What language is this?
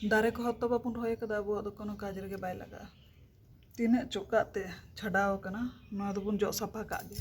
Santali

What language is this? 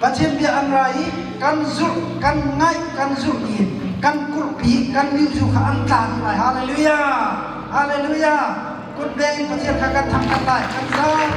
Hakha Chin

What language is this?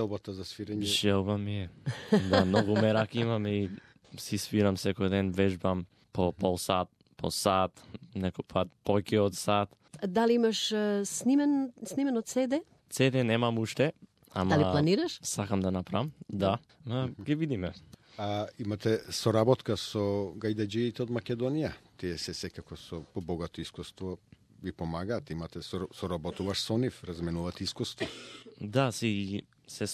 Macedonian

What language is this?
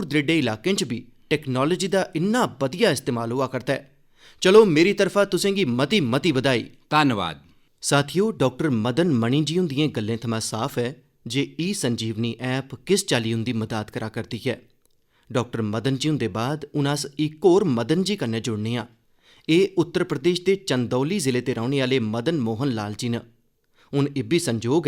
Dogri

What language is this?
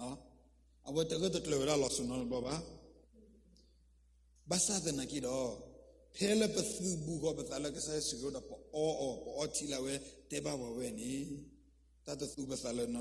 S'gaw Karen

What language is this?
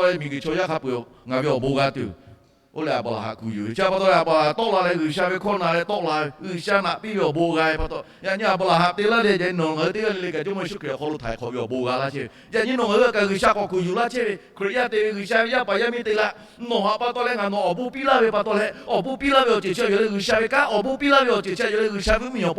Lahu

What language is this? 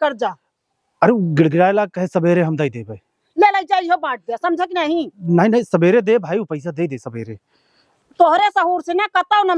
Awadhi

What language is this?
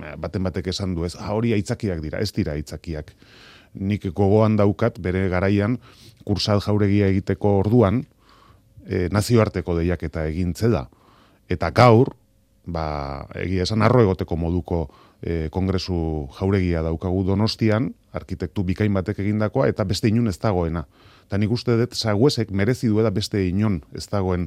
Basque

